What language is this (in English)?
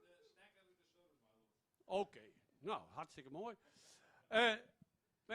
Western Frisian